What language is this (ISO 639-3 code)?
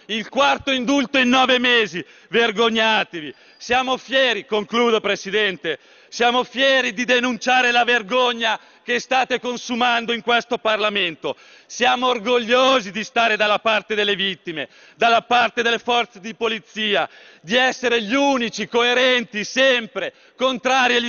ita